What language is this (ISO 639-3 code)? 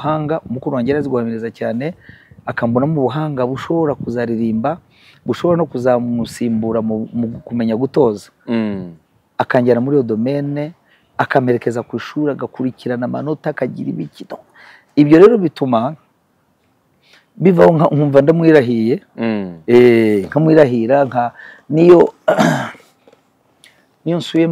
kin